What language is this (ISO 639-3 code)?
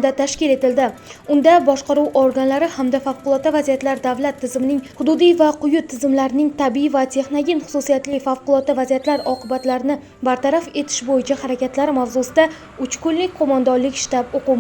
uzb